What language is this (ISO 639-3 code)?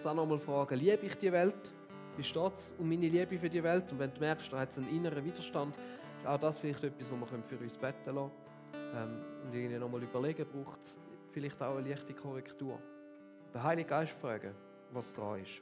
gsw